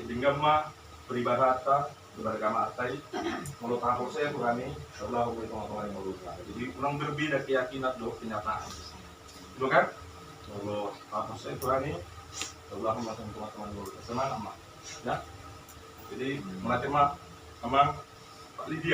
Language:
Batak Toba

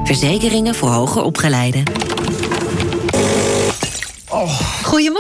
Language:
Dutch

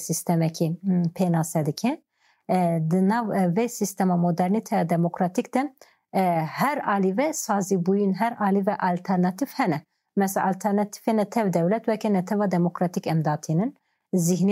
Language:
Kurdish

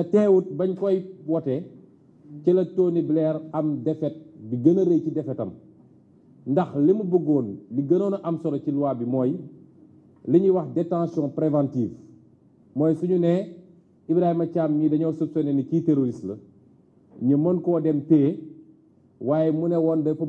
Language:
Wolof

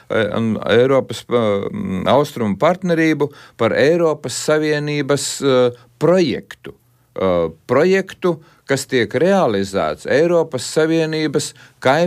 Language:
Latvian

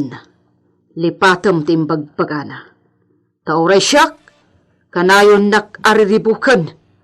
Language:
Iloko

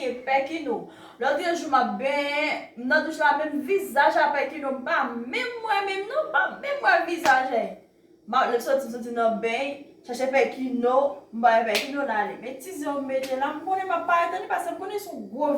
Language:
Haitian Creole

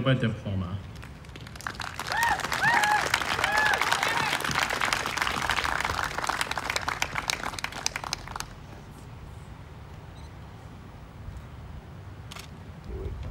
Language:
English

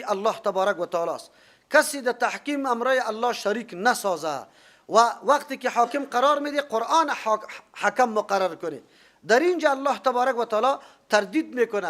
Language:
Persian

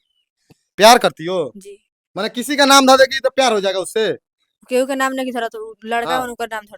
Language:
Bhojpuri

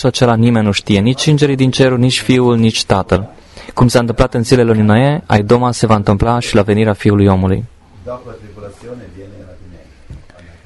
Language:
Romanian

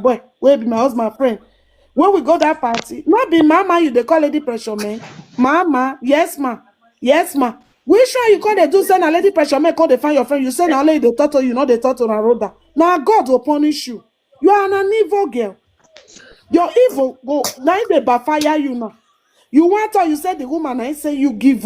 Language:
Nigerian Pidgin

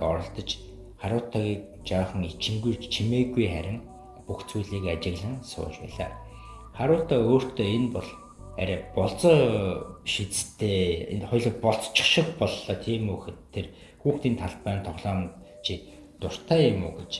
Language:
Mongolian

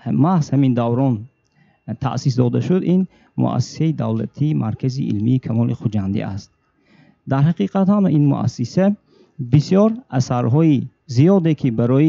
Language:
Tajik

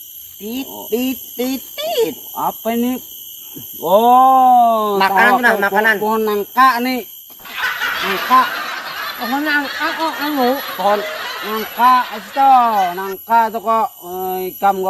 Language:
Banjar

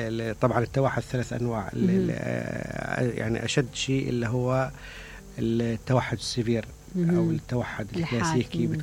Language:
Mesopotamian Arabic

